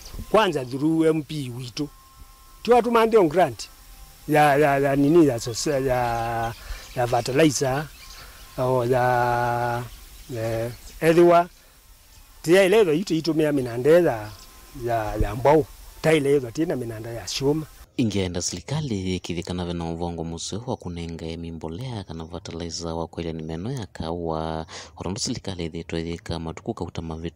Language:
Kamba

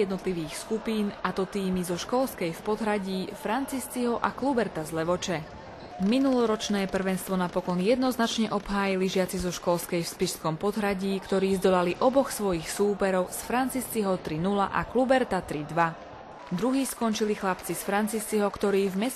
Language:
Slovak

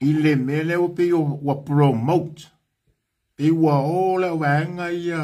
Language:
Samoan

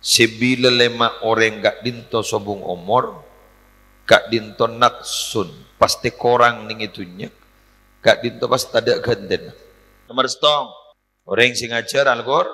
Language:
Madurese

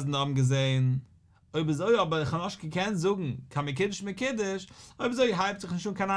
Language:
Yiddish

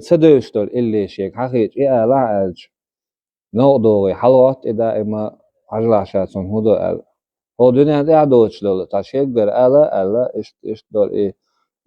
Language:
Chechen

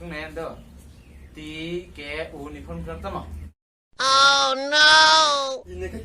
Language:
Kok Borok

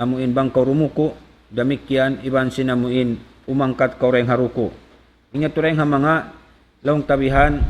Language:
Tausug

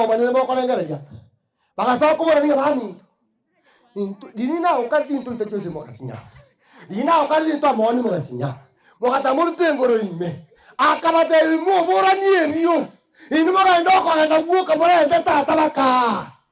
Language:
Gusii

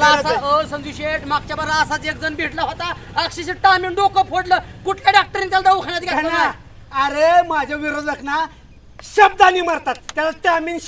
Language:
Marathi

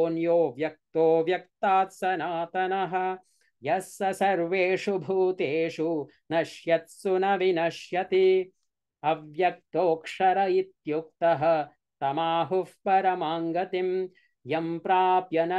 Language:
Sanskrit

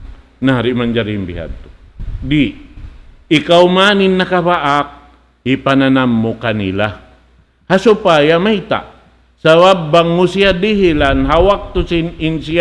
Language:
Tausug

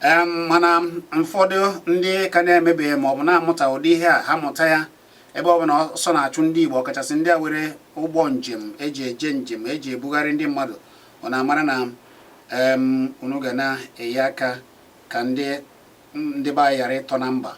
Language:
Igbo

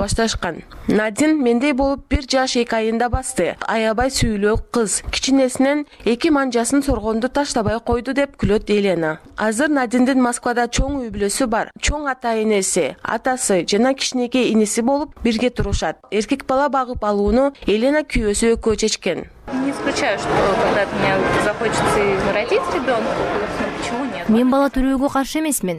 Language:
Kyrgyz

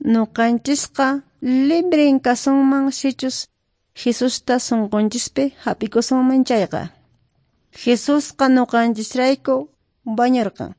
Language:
Quechua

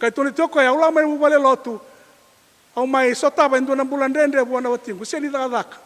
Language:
Fijian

